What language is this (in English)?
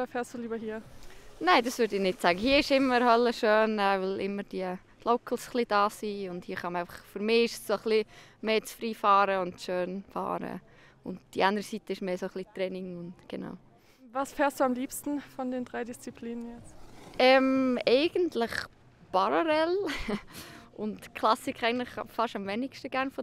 Swiss German